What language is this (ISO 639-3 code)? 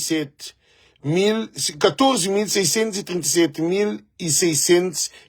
kea